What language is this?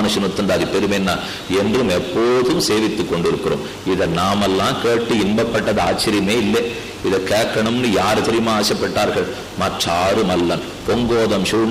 Tamil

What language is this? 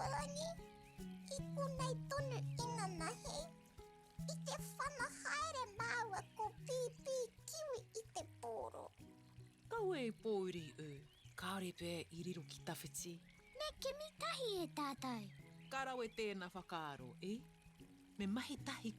Māori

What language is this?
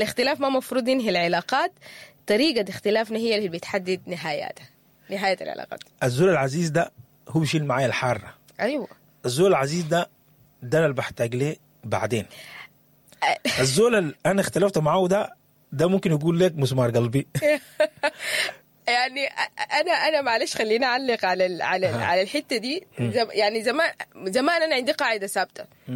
Sudanese Arabic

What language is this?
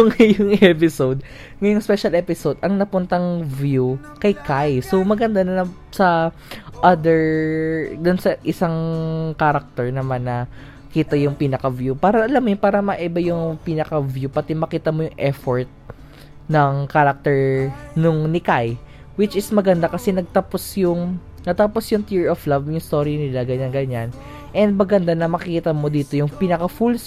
Filipino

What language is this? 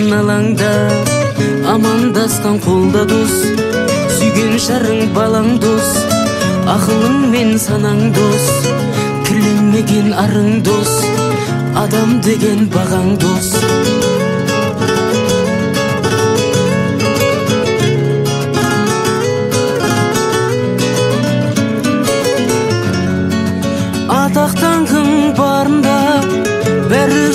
Kazakh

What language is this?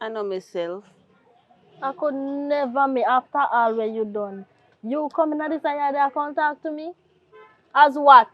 Jamaican Creole English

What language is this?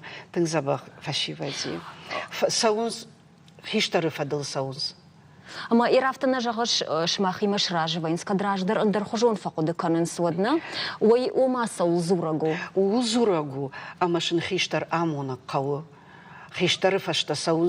Ossetic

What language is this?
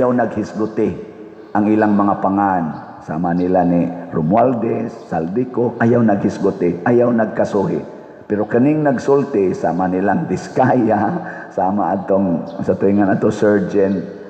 Cebuano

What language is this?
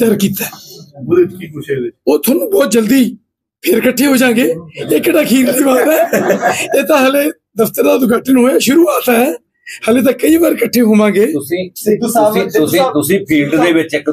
Punjabi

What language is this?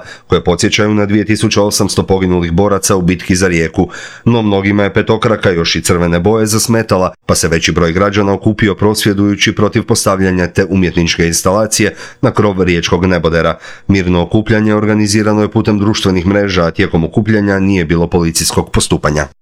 Croatian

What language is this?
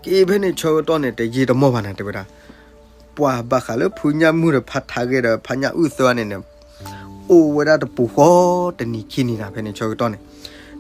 S'gaw Karen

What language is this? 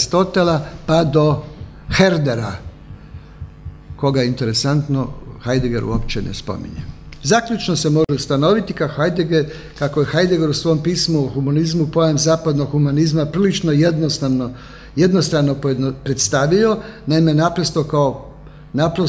Croatian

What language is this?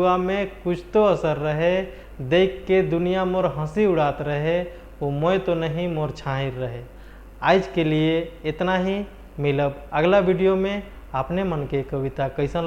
Sadri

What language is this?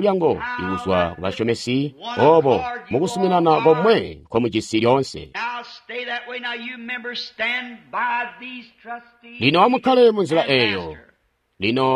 Tonga (Zambia)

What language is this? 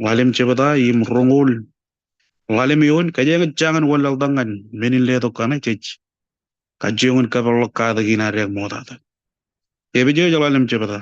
Marshallese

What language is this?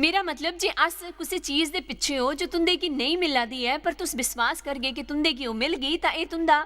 Dogri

